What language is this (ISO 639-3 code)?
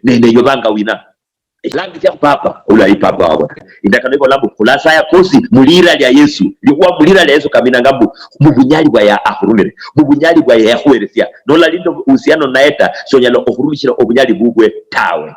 luy